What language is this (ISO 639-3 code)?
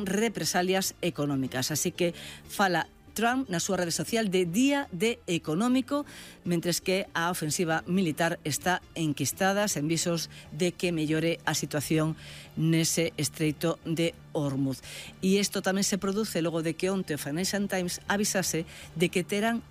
glg